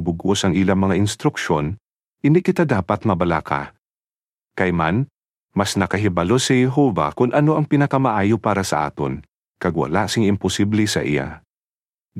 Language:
Hiligaynon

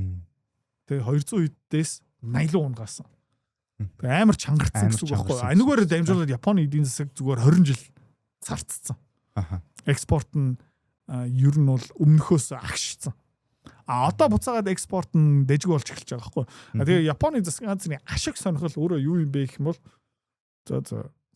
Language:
Mongolian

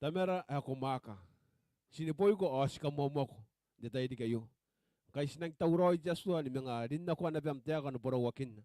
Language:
Gilbertese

